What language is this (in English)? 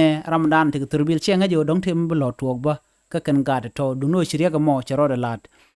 Nuer